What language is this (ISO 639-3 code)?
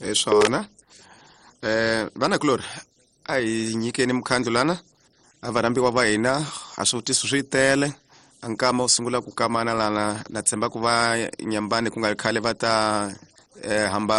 tso